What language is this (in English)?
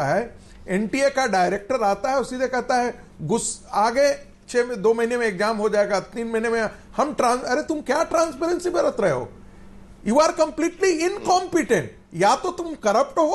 Hindi